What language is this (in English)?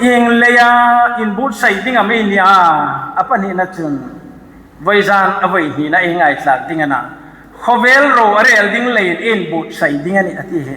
Hmar